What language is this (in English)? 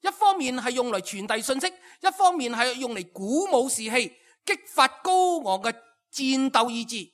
Cantonese